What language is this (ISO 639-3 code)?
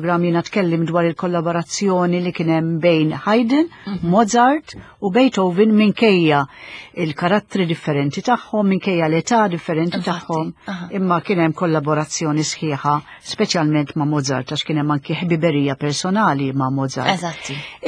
mlt